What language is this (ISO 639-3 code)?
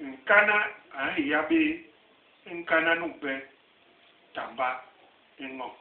bas